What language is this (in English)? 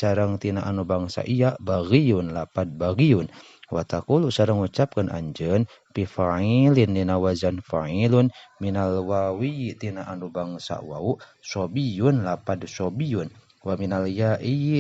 Sundanese